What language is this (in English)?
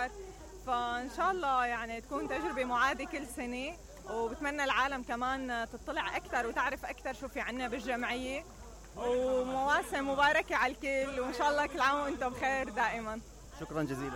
Mesopotamian Arabic